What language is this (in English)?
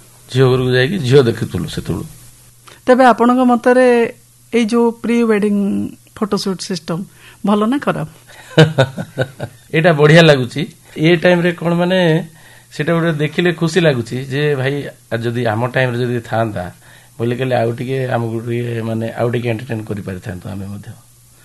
Odia